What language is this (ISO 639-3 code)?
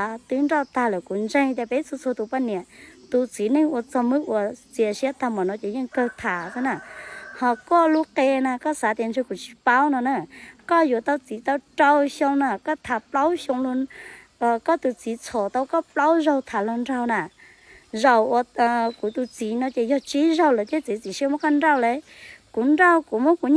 hmn